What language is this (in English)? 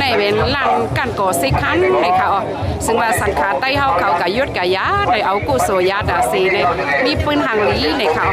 Shan